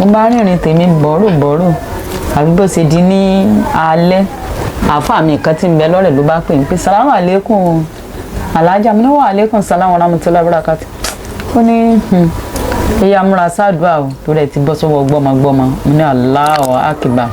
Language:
Yoruba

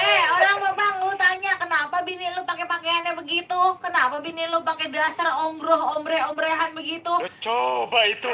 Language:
Betawi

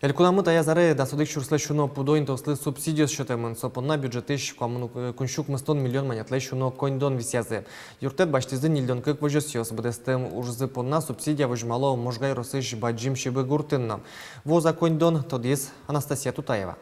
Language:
Udmurt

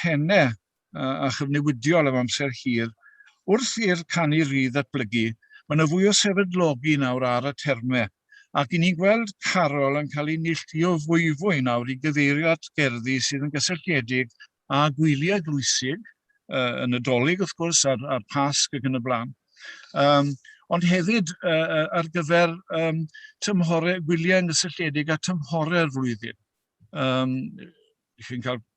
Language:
Welsh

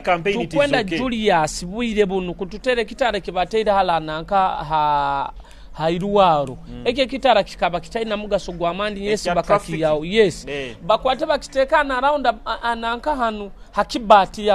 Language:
Nyoro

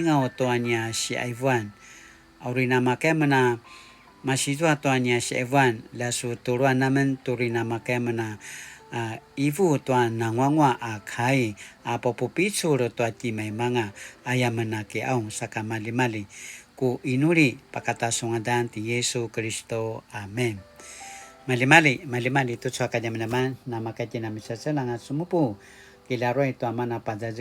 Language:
Paiwan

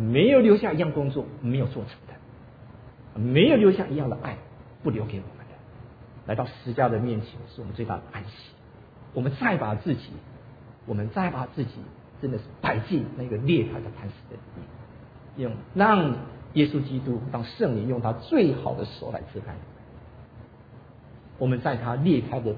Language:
Chinese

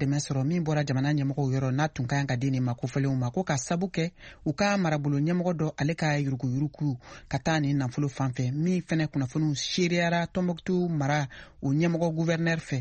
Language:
Bambara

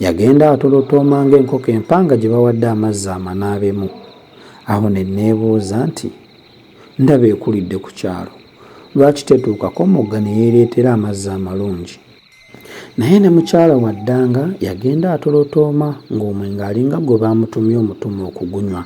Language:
Ganda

